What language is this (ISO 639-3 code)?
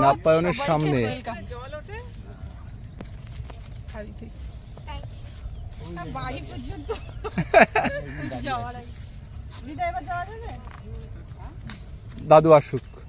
ben